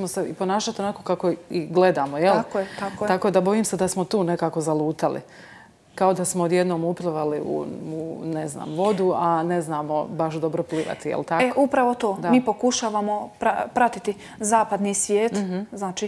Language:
Croatian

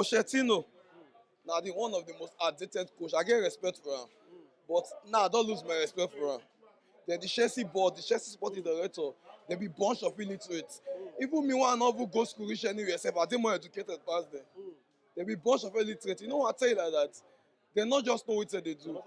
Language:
Nigerian Pidgin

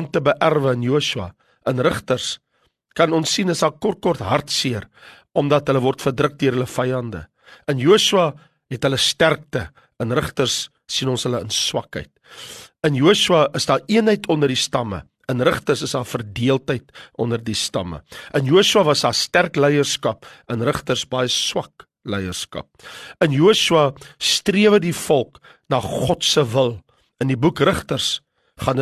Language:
Afrikaans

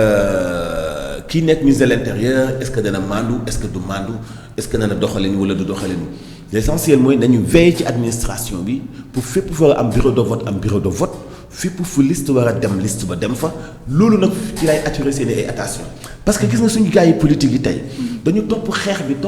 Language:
Wolof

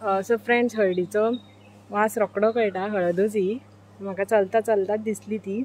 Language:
Konkani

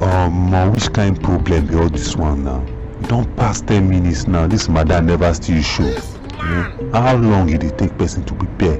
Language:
Nigerian Pidgin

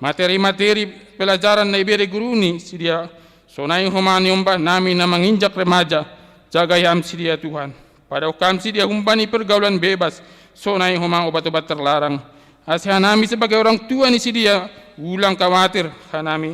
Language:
Batak Simalungun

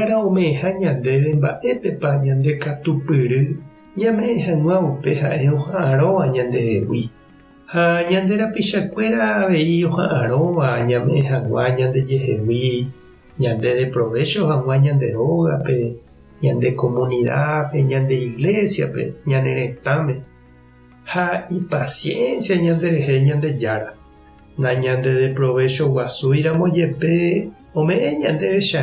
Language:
Guarani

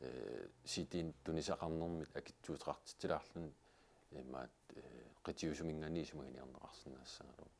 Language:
Kalaallisut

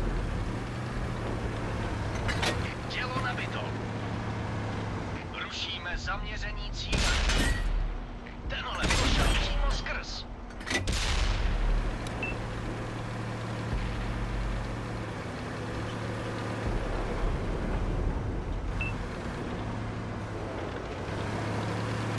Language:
Czech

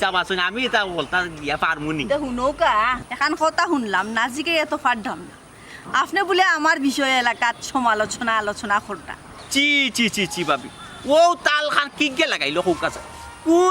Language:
Sylheti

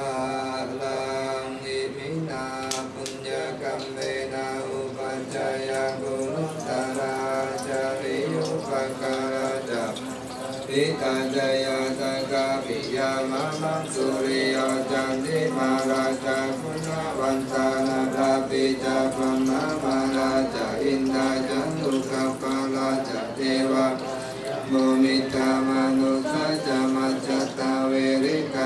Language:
Pali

